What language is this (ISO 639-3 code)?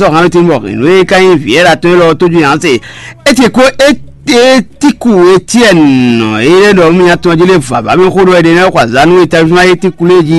fon